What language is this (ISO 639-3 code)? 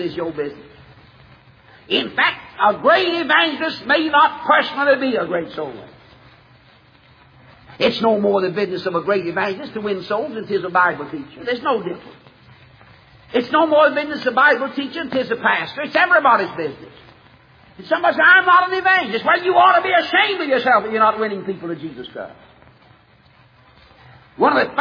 eng